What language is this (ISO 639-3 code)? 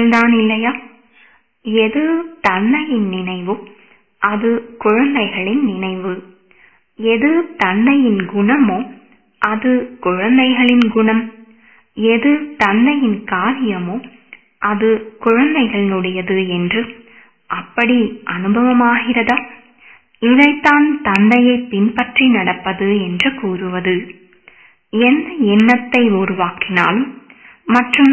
tam